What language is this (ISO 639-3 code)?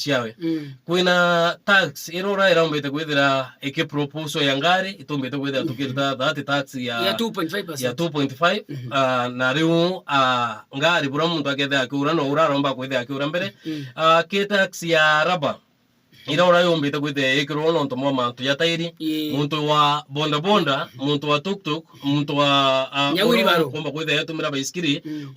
mer